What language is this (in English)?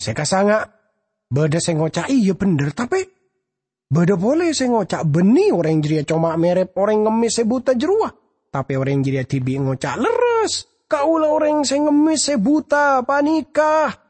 Madurese